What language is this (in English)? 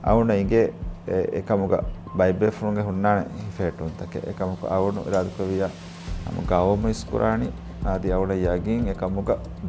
Divehi